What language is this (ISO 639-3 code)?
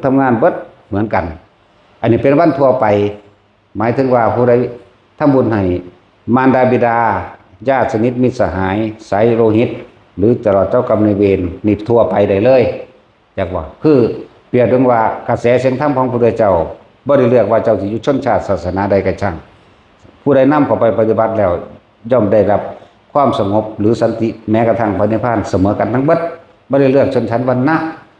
tts